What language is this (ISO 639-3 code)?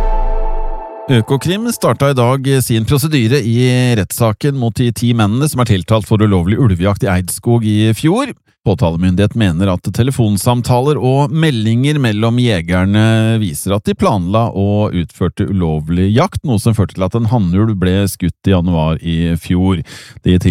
nor